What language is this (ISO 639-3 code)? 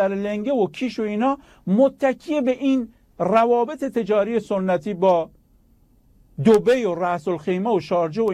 fas